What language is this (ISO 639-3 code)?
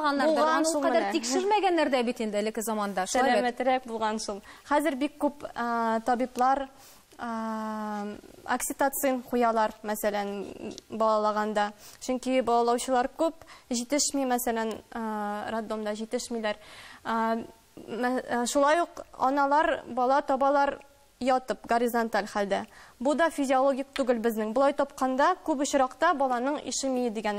tat